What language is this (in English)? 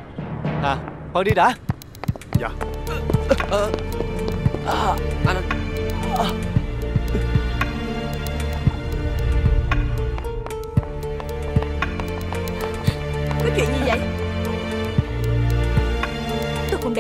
Vietnamese